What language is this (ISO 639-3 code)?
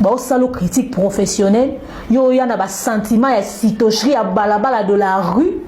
lin